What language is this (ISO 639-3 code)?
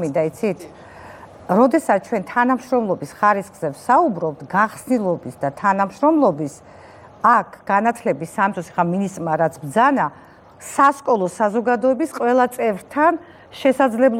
kat